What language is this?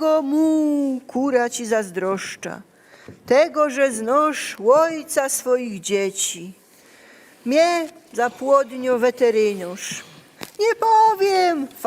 Silesian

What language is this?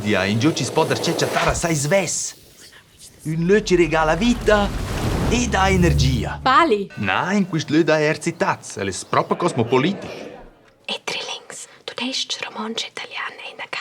Romansh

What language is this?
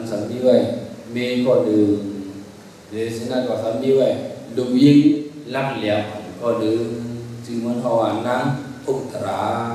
Shan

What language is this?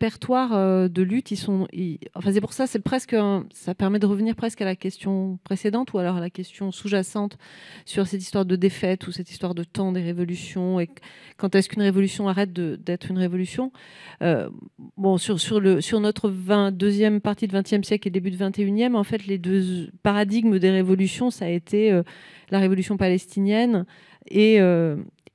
French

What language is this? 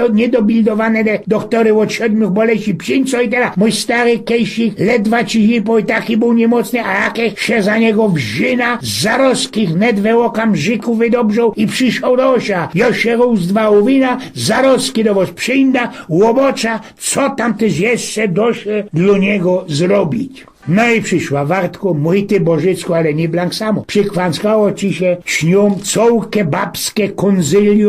Silesian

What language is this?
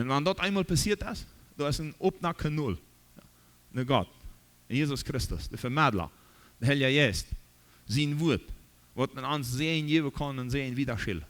Plautdietsch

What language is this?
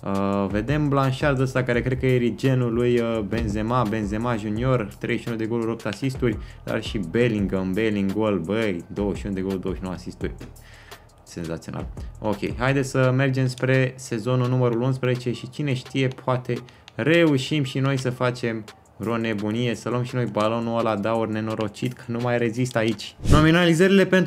Romanian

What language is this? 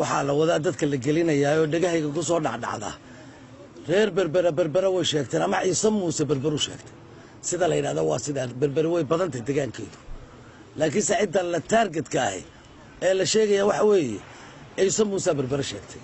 Somali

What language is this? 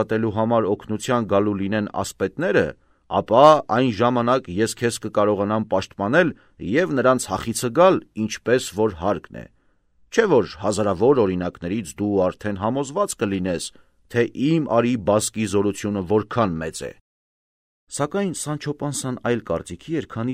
Armenian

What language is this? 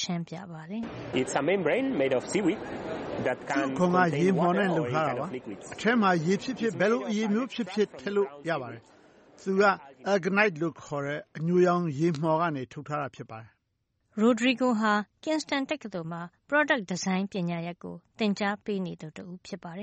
Burmese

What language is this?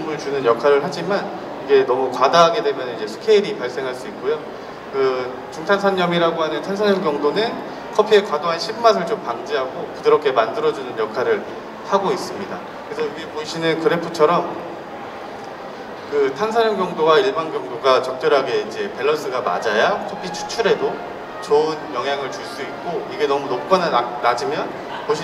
Korean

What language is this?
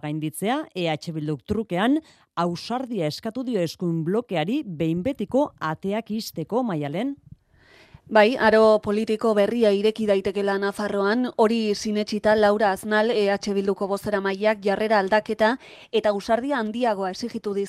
Basque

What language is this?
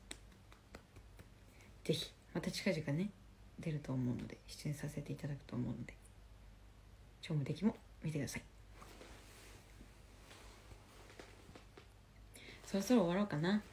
Japanese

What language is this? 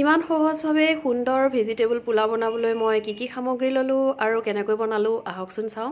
Assamese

